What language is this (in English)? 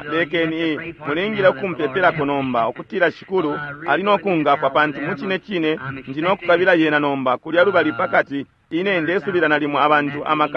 Bemba